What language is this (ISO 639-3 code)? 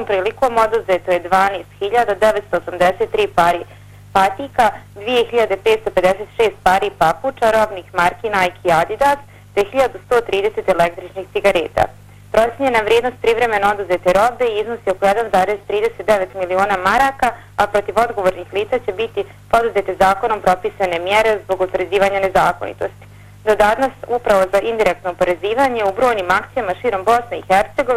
bos